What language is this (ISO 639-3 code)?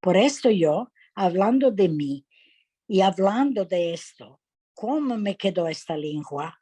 lad